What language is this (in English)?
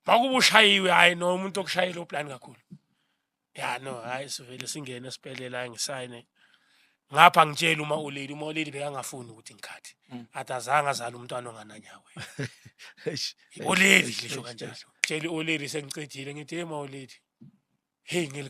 Zulu